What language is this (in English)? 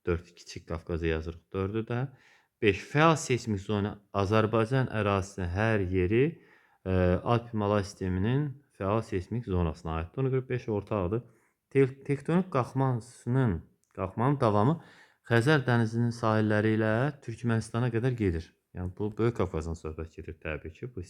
Azerbaijani